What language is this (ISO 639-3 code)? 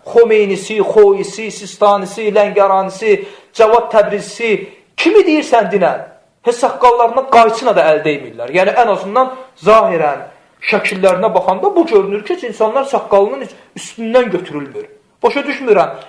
aze